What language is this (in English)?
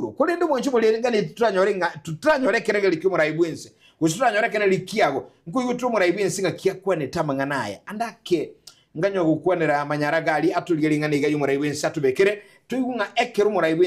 Gusii